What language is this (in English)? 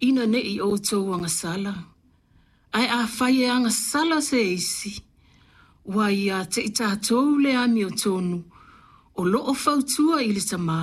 Samoan